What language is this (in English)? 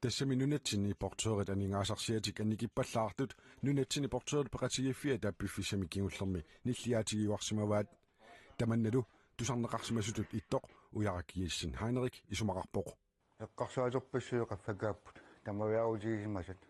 Kalaallisut